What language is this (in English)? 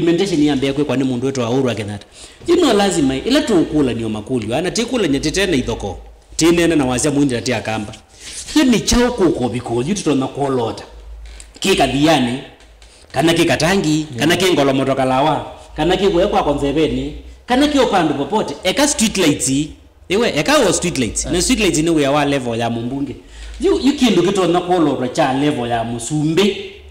Kamba